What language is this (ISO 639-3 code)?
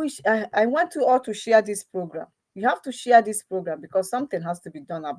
ibo